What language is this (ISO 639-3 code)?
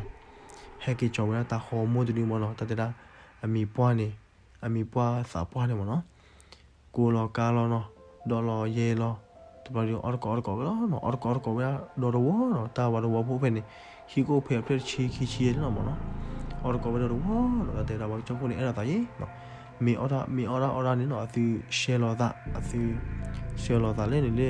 ksw